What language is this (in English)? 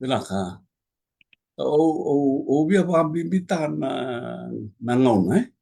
Fijian